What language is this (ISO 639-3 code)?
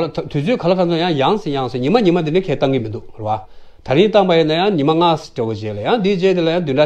bod